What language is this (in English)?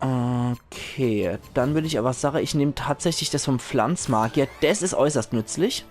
Palatine German